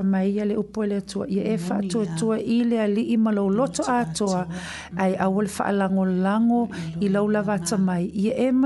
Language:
Samoan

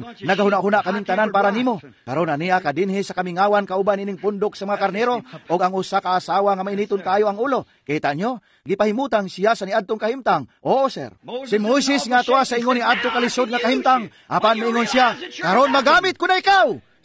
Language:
Cebuano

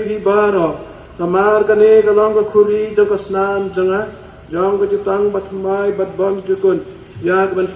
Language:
Khasi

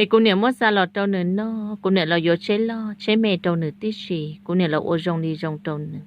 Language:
Hmong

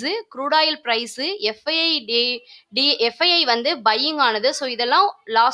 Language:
Tamil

